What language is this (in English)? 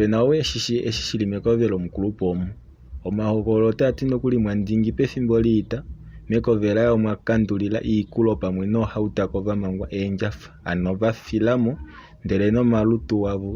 Kuanyama